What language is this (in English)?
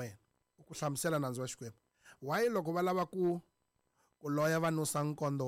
Tsonga